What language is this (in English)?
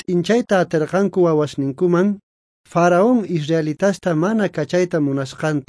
South Bolivian Quechua